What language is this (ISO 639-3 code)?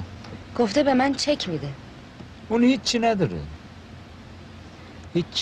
fas